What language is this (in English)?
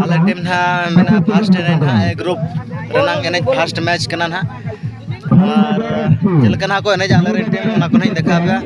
Santali